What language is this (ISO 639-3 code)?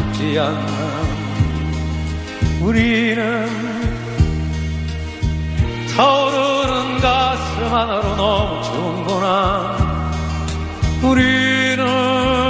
kor